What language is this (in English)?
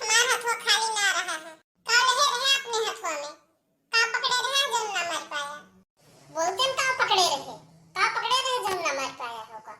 Awadhi